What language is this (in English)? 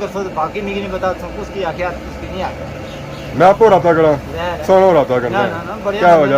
Pahari-Potwari